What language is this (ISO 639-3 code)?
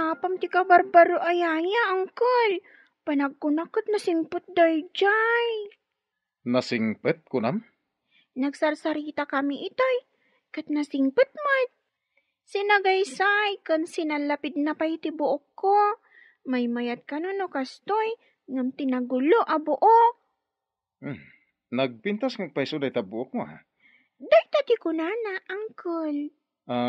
ilo